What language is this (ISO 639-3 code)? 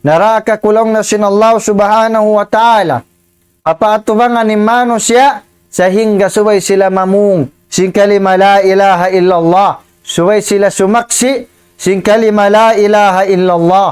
tsg